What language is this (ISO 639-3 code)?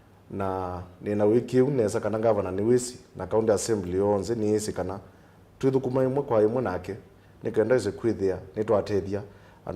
kam